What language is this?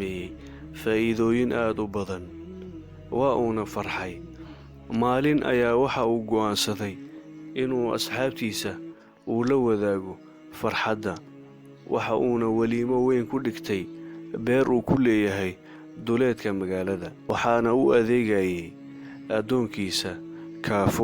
Somali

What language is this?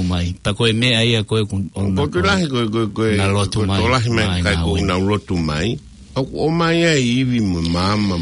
Tongan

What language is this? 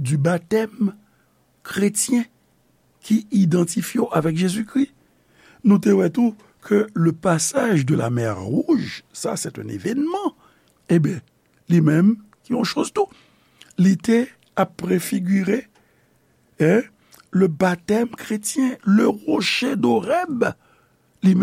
Haitian Creole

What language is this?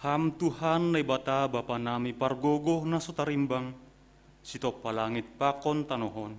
Batak Simalungun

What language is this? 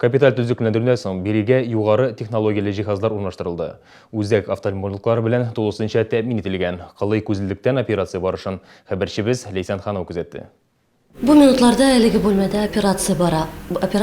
Tatar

